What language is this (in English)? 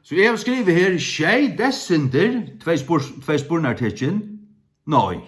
Faroese